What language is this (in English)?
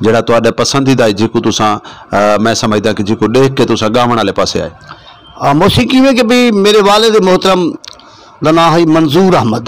Saraiki